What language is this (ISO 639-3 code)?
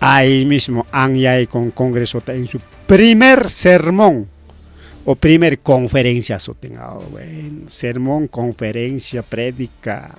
quy